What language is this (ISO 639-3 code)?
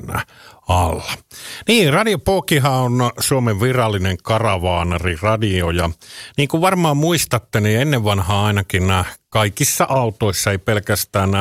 fin